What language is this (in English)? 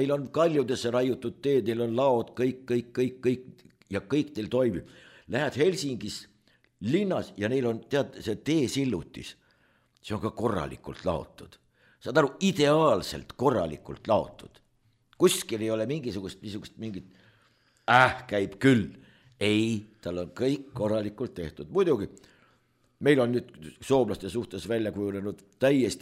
Estonian